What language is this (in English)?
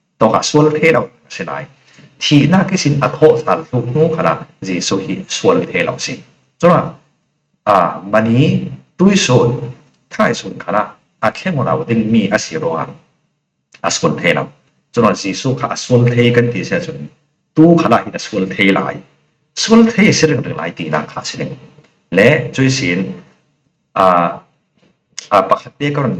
Falam Chin